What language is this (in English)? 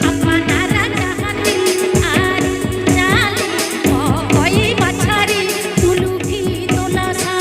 Santali